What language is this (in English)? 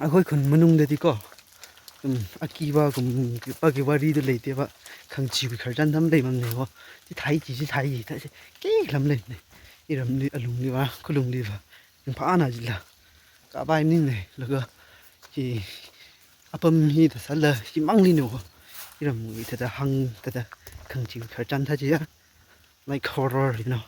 Tangkhul Naga (India)